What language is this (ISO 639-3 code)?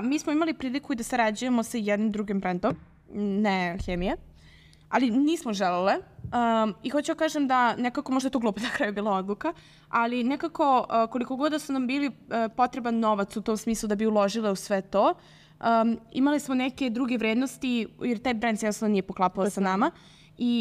srp